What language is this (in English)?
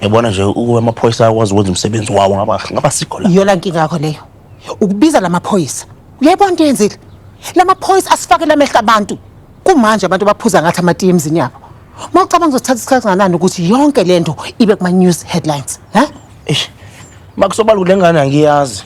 Zulu